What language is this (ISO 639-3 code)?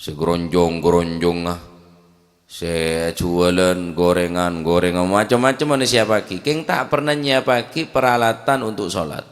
mad